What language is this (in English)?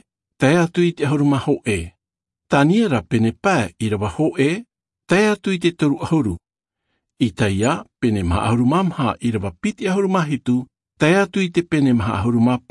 Tahitian